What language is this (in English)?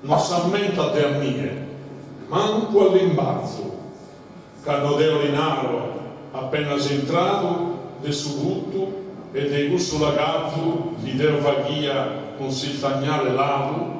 Sardinian